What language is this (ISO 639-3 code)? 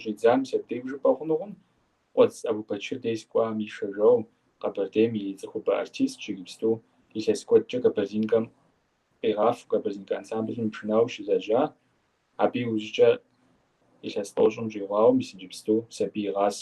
kbd